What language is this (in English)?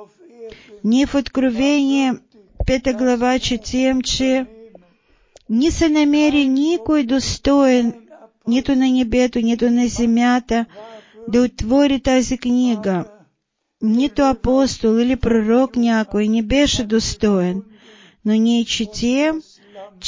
Bulgarian